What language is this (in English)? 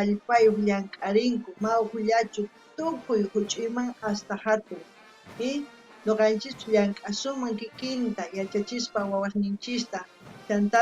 South Bolivian Quechua